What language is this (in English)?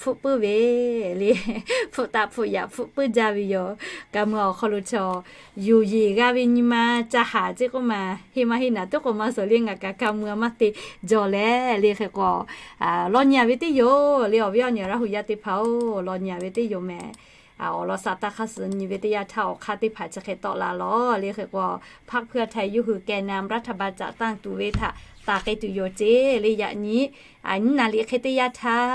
Lahu